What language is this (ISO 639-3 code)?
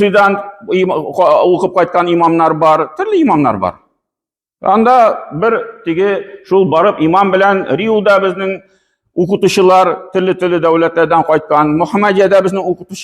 tat